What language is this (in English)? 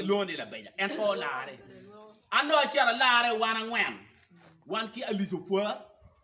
Acoli